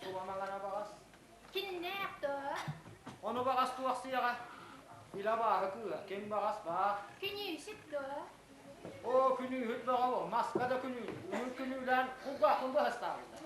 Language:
Yakut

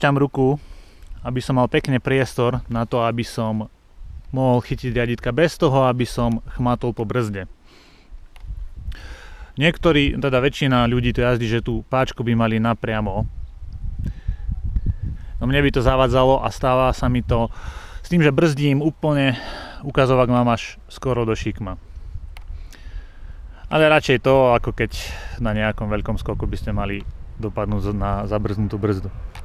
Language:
Slovak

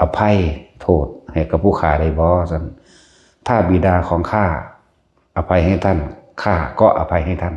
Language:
Northeastern Thai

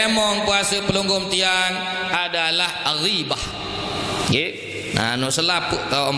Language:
Sasak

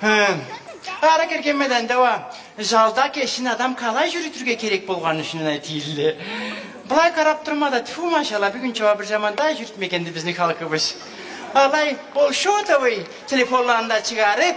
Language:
Karachay-Balkar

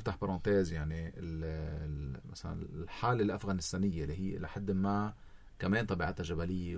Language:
North Levantine Arabic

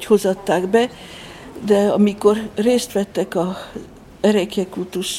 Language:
Hungarian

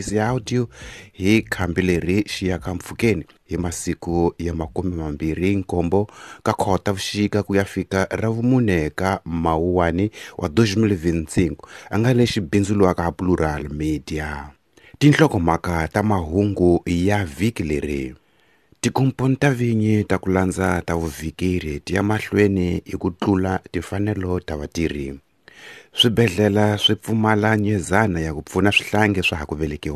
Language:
Tsonga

